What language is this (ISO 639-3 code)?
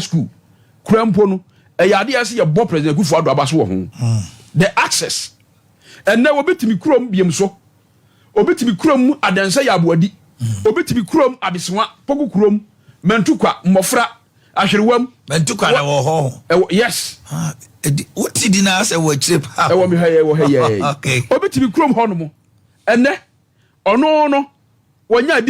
aka